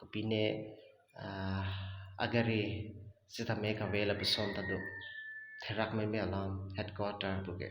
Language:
Karbi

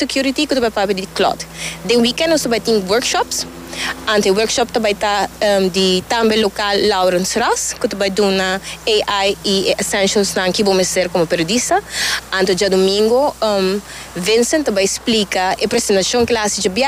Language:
Papiamento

